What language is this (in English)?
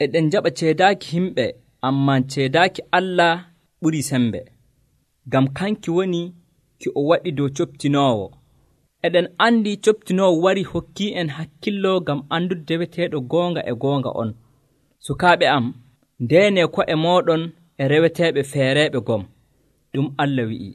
Nigerian Fulfulde